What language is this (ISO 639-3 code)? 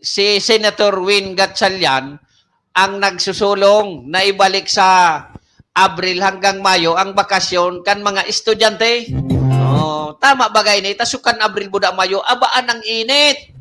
bik